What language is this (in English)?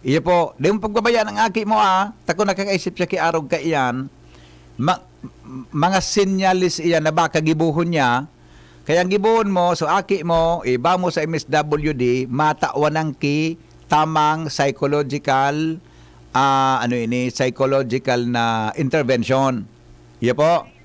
Bikol